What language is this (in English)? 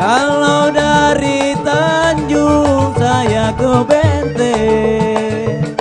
Betawi